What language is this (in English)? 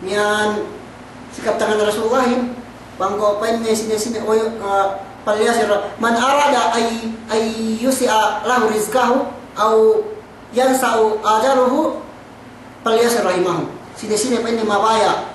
Yakan